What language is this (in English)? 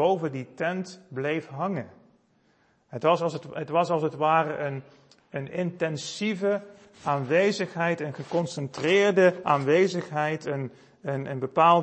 Dutch